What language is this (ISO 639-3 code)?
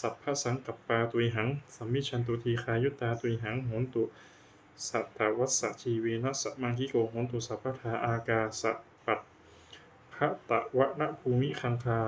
pli